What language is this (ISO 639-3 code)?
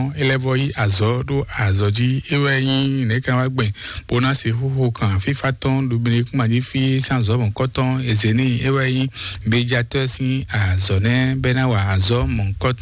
fon